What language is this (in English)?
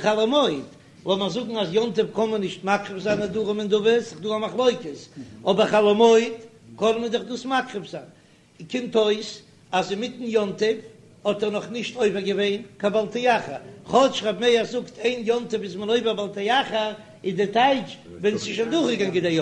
Yiddish